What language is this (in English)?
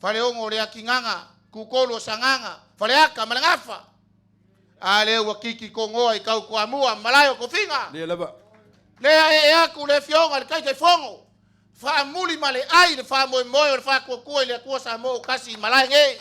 Samoan